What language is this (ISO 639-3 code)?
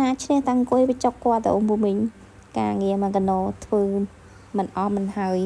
khm